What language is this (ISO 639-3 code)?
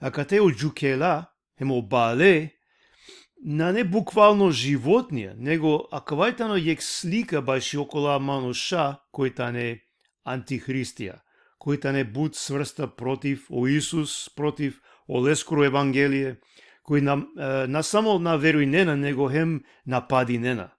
rmn